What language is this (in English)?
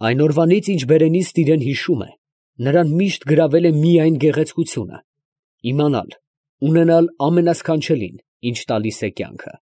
Armenian